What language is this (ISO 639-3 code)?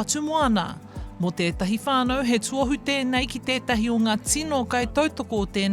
mri